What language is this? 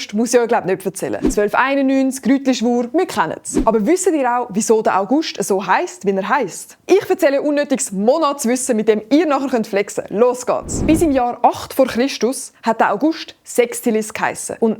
Swiss German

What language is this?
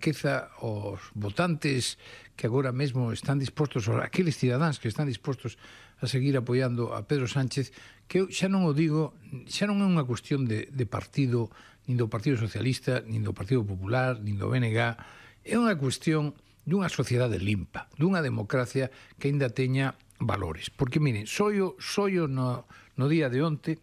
Galician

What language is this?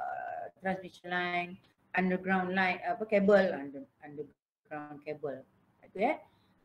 Malay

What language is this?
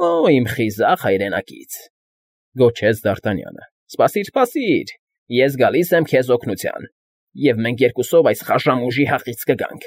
Armenian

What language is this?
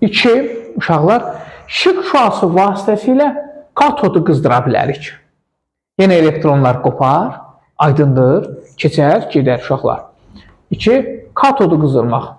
Azerbaijani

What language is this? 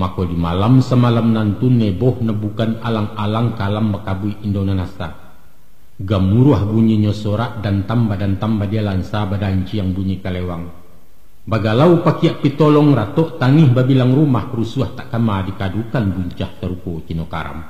Minangkabau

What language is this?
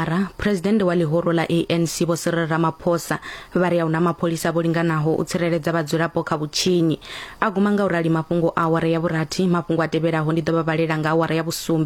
Venda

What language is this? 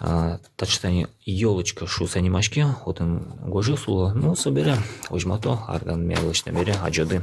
Udmurt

